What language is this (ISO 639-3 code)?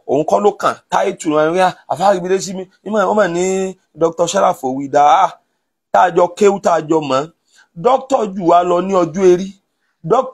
yor